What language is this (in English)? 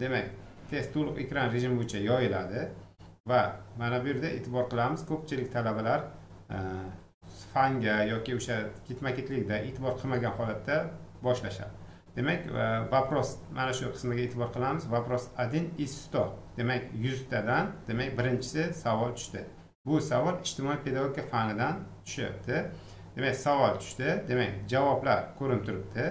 Uzbek